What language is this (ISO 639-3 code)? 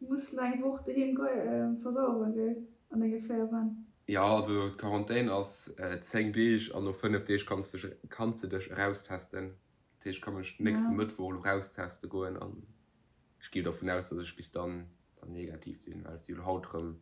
ltz